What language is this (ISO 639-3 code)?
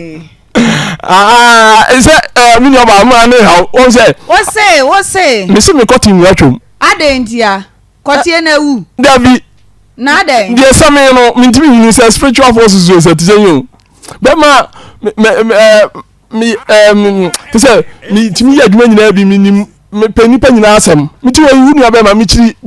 aka